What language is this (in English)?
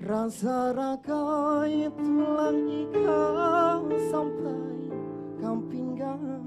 Banjar